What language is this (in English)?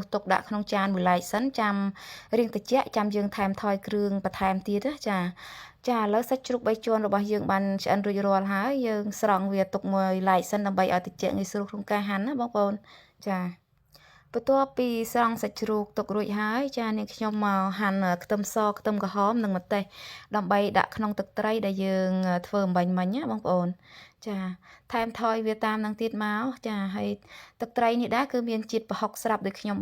Khmer